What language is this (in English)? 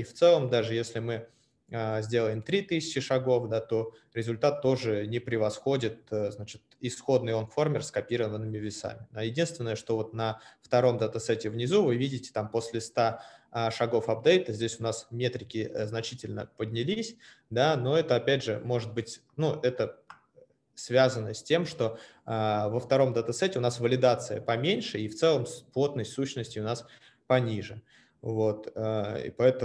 Russian